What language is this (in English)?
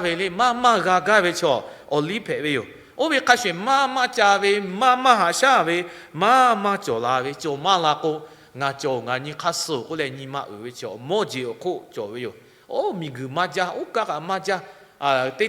Lahu